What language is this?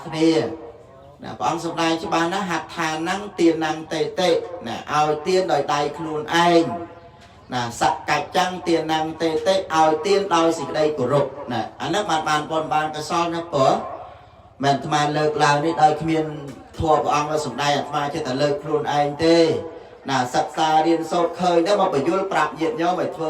Khmer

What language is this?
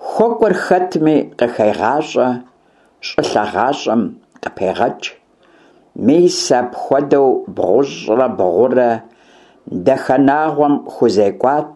Kabardian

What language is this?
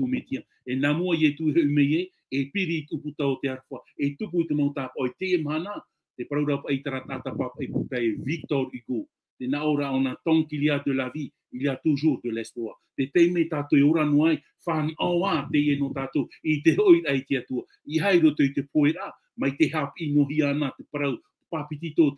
Tahitian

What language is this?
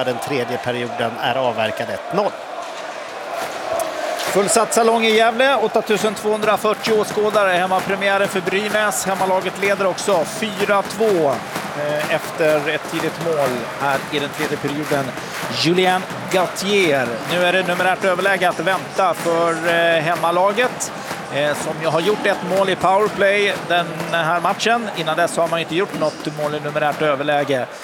Swedish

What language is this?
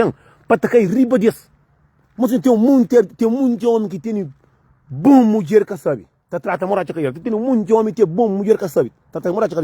Kabuverdianu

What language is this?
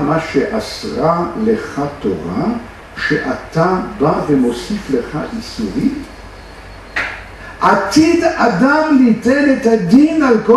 Hebrew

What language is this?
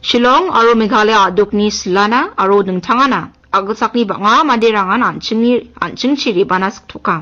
Garo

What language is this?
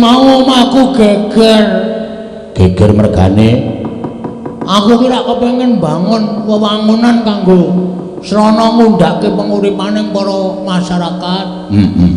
Javanese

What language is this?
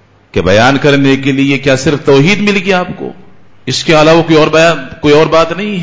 Urdu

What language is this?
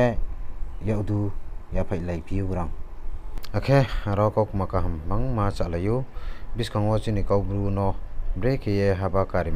Riang (India)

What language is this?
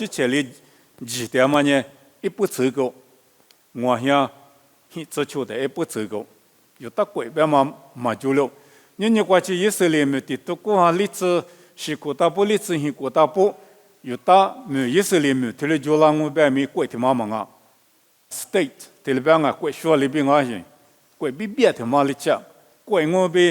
Lisu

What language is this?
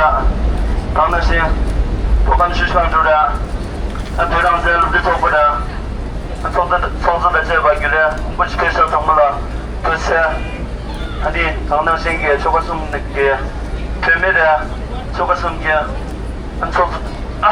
Tibetan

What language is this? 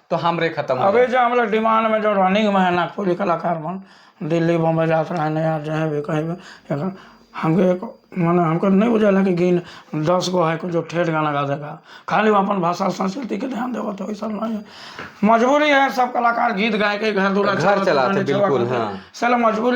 Sadri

